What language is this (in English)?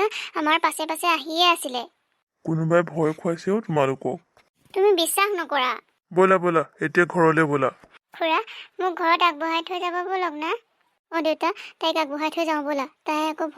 Assamese